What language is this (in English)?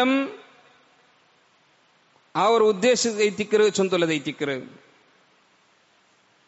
Malayalam